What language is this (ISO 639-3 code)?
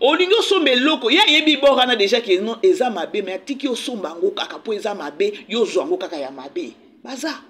lin